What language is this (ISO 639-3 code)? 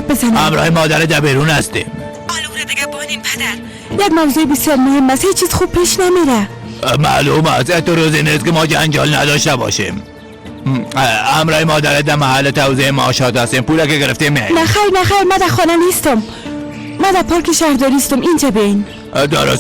fas